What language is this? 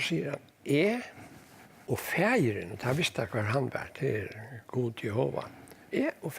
Faroese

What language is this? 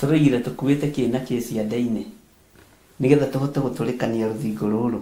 Kikuyu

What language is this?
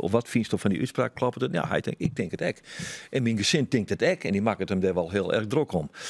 Western Frisian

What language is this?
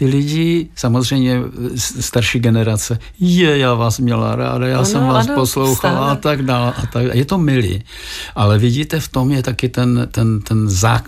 Czech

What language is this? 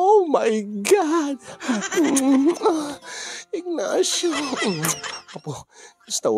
Iloko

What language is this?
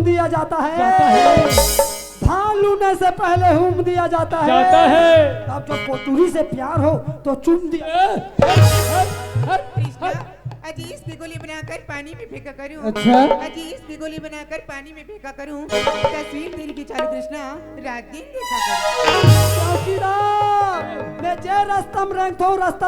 Chhattisgarhi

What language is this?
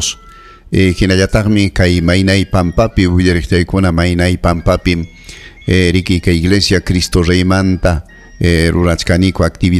Ayacucho Quechua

